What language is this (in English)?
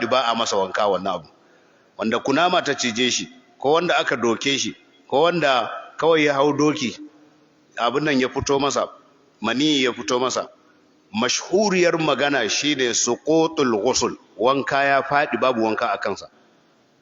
Hausa